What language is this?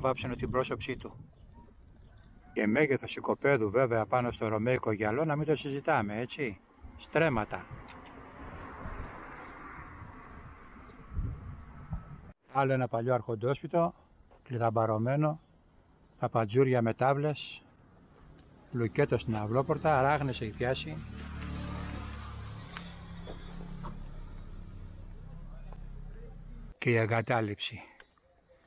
Greek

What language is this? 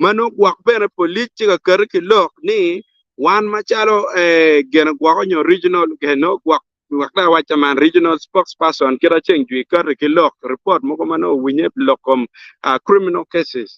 Acoli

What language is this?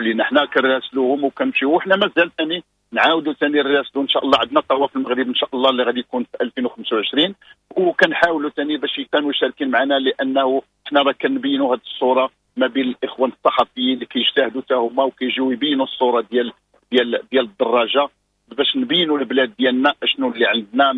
Moroccan Arabic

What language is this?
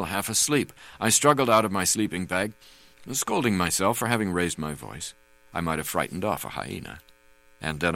English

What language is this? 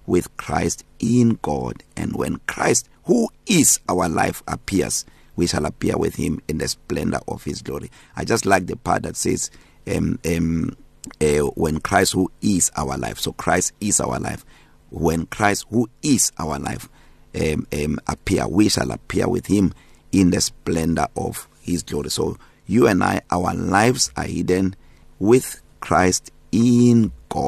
English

